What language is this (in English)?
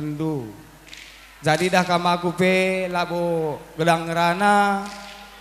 Batak Karo